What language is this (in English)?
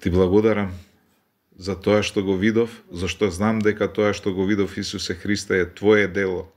Macedonian